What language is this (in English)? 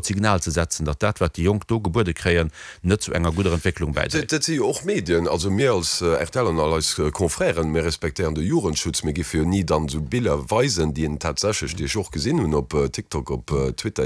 Luxembourgish